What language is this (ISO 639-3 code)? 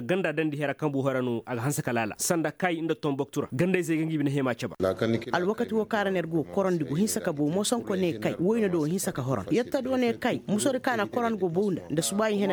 ses